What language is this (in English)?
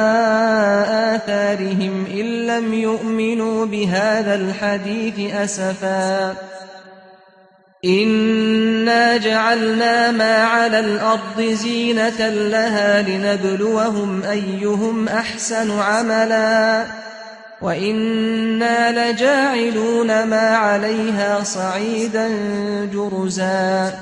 Arabic